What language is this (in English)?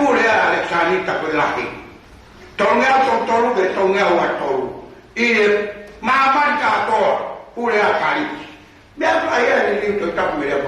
Tongan